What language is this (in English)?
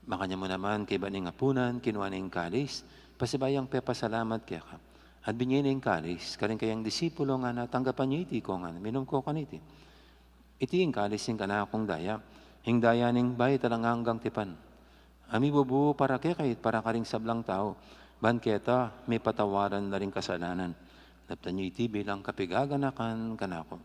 Pampanga